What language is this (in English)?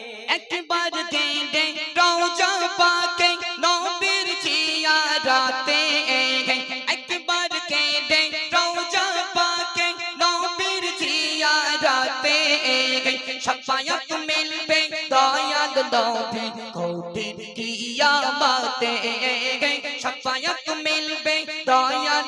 Bangla